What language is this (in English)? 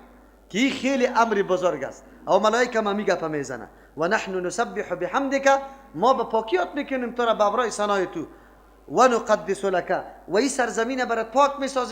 Persian